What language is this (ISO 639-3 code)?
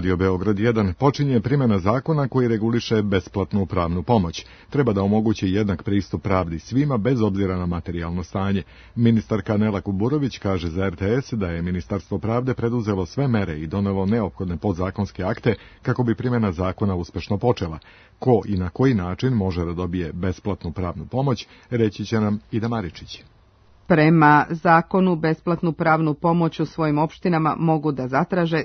srp